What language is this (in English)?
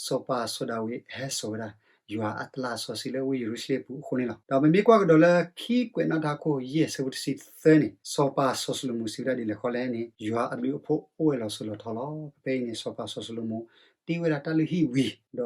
S'gaw Karen